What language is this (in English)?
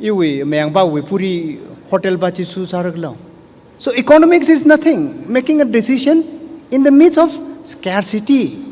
Tangkhul Naga (India)